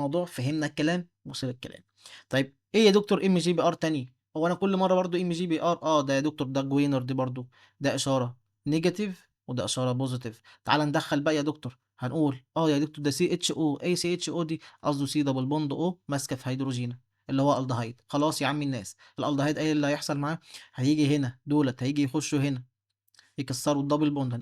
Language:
Egyptian Arabic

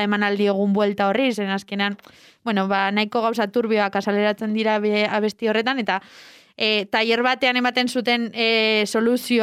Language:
Basque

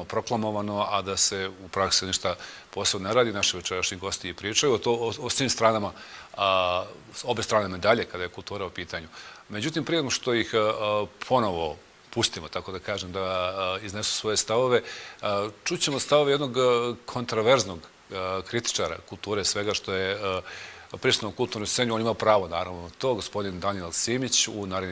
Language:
Bosnian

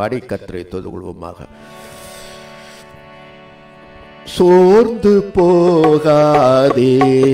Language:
Tamil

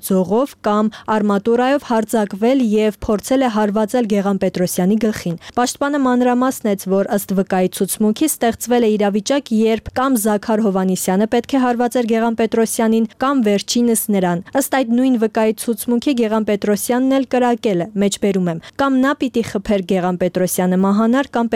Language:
Armenian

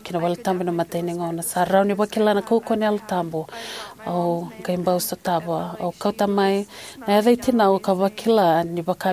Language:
Fijian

